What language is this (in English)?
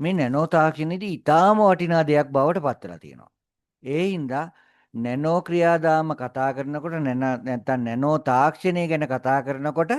Sinhala